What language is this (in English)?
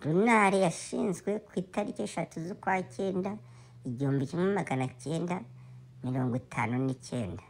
Rundi